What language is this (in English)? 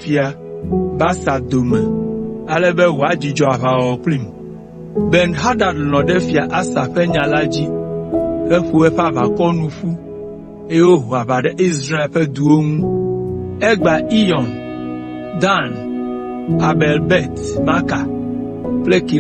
Ewe